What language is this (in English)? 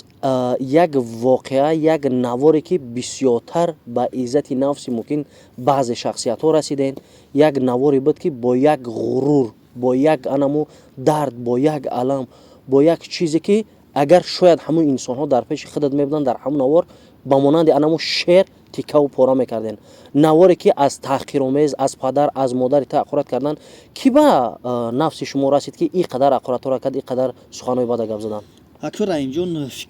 Tajik